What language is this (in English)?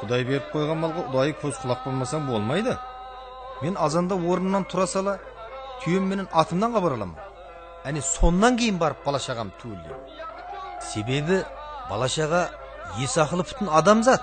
Kara-Kalpak